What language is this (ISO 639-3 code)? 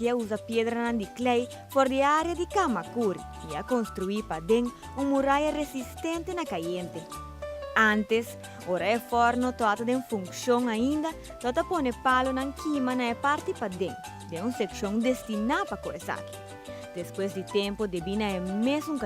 pap